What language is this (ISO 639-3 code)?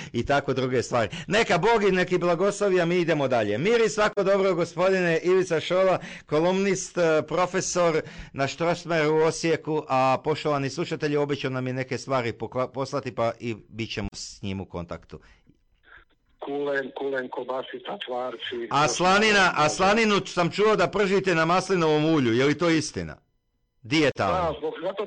hrv